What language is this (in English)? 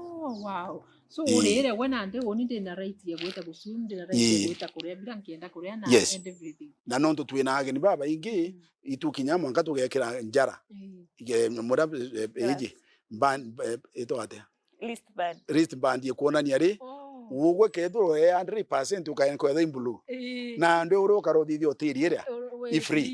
Meru